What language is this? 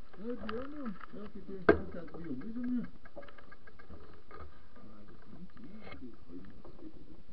Norwegian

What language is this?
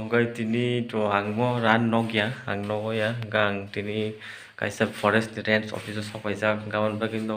Kok Borok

